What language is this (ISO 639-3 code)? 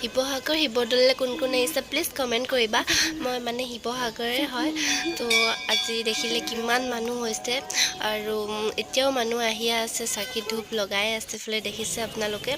asm